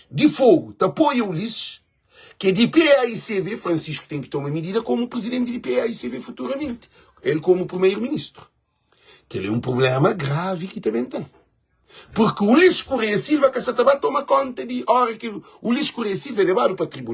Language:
Kabuverdianu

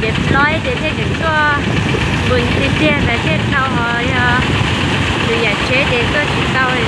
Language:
Hmong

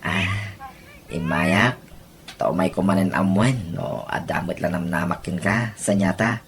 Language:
Iloko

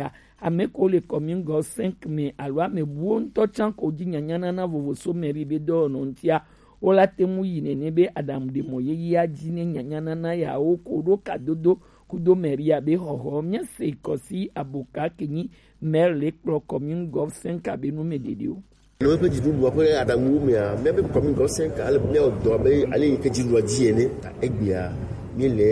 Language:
Gen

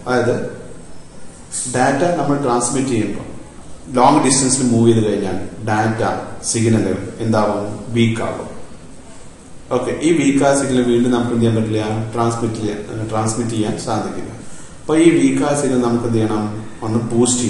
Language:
Malayalam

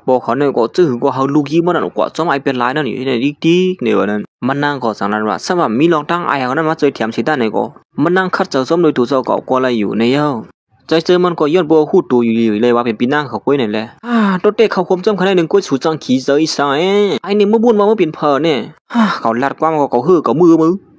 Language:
Shan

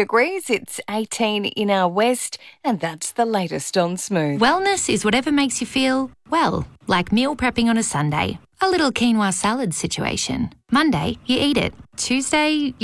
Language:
English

